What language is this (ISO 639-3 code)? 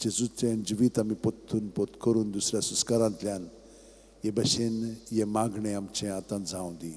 kok